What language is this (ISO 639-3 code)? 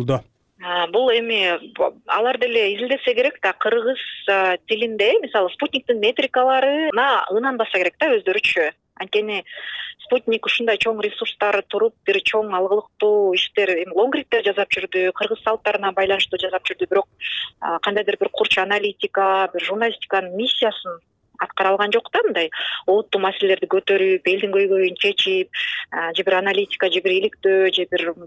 kir